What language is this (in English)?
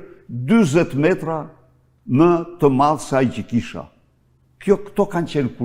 Albanian